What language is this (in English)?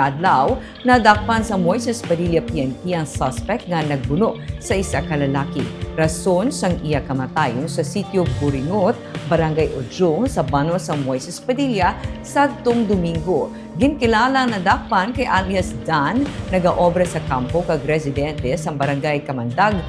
Hiligaynon